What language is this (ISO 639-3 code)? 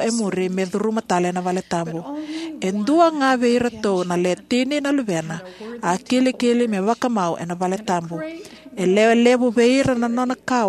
fij